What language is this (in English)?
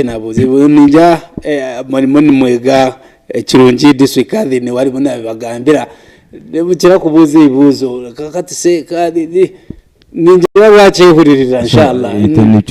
Nyankole